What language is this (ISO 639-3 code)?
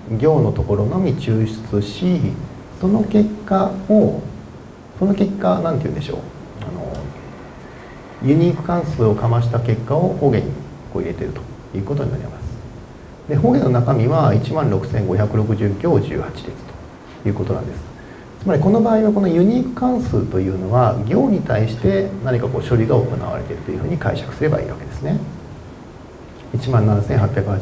jpn